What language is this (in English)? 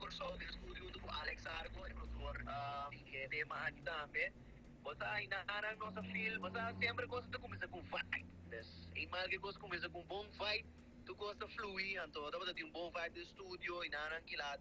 Papiamento